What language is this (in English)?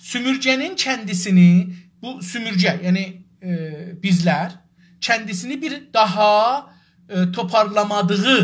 South Azerbaijani